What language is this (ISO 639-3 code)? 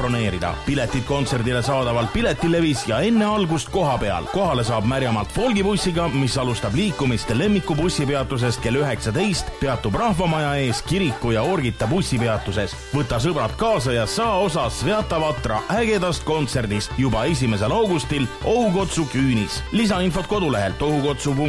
est